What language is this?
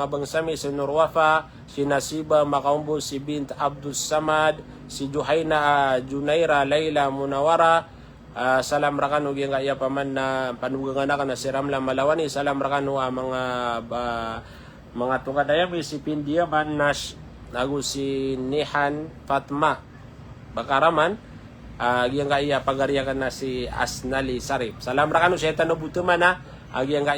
Maranao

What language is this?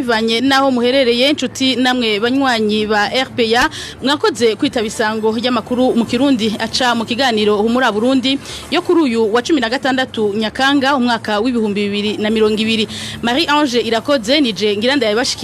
Rundi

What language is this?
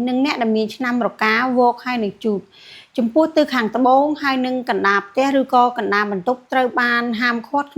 Khmer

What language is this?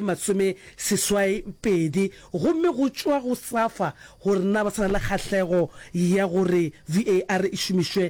Northern Sotho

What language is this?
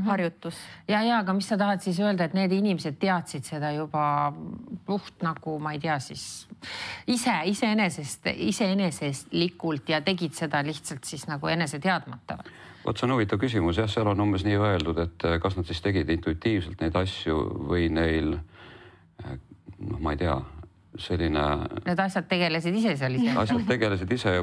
Estonian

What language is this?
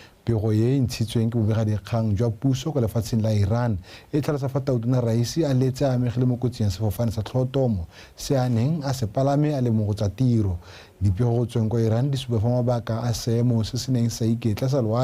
Tswana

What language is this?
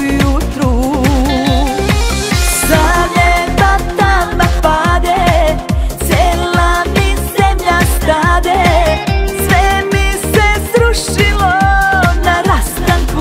Serbian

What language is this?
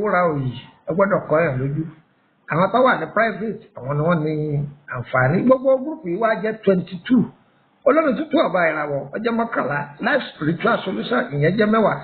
Yoruba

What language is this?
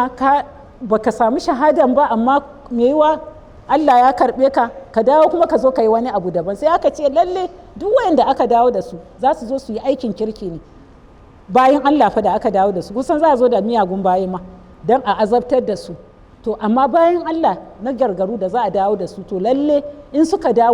Hausa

